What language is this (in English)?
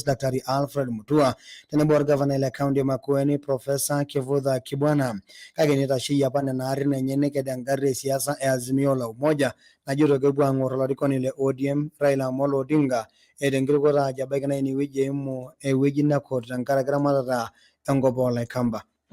Masai